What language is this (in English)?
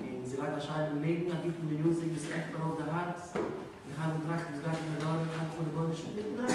Yiddish